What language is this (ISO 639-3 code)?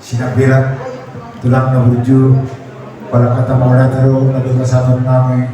bbc